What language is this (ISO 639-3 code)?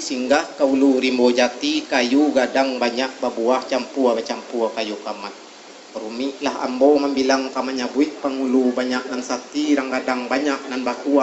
min